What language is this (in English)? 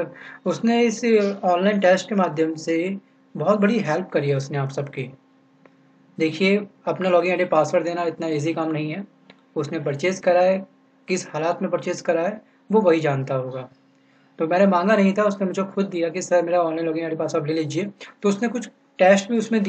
Hindi